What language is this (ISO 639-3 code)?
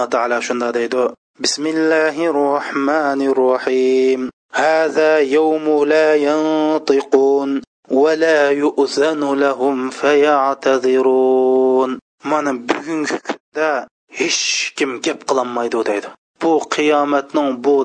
uig